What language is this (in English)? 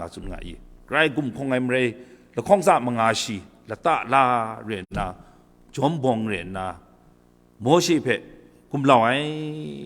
Kachin